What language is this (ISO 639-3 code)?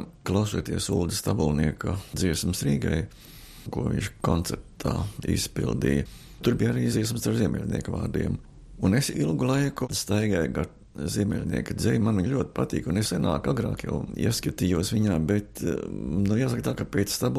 lav